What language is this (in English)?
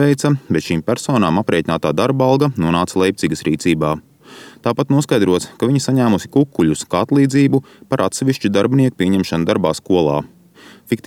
Latvian